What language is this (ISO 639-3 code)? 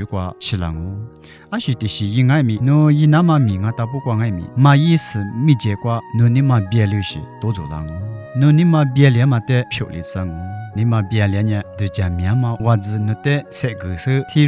lis